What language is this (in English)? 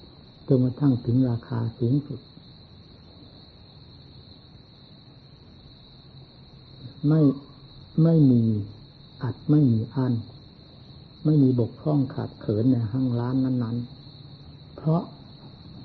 Thai